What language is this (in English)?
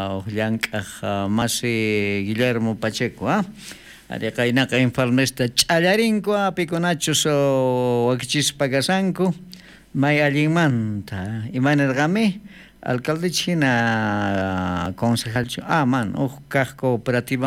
South Bolivian Quechua